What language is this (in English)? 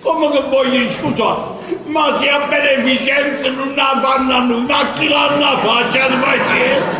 Neapolitan